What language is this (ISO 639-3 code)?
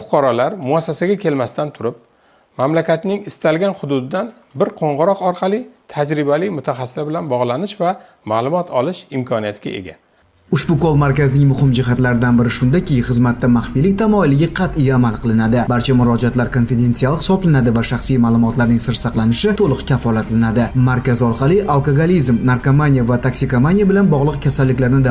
uzb